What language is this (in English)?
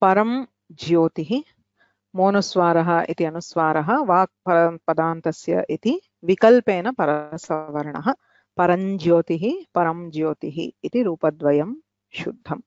Sanskrit